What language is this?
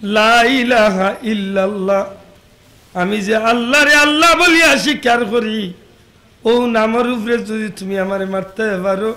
Sylheti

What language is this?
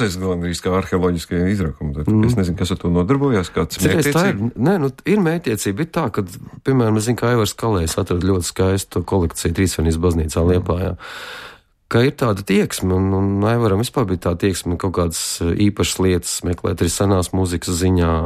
Latvian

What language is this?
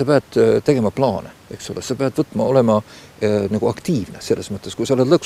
Estonian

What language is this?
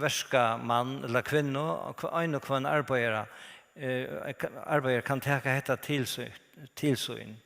Faroese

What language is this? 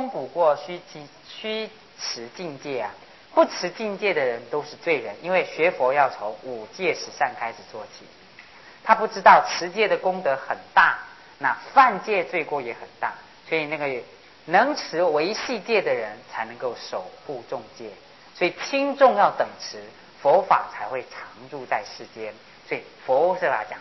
Chinese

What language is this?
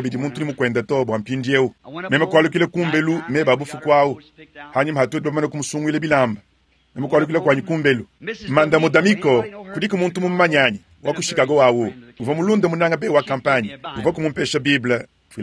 Luba-Lulua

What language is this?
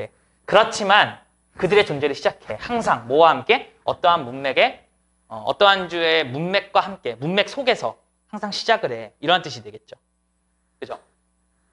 Korean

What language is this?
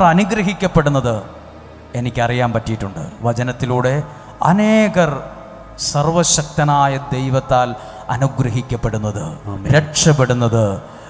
Malayalam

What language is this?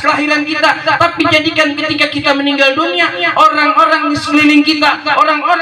Betawi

